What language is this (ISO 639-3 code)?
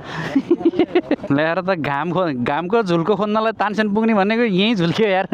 nep